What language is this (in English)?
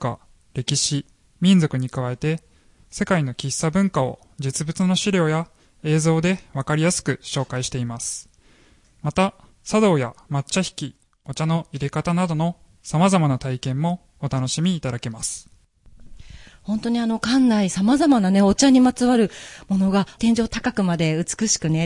Japanese